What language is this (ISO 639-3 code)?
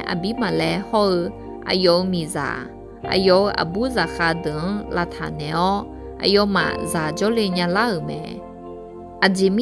ahk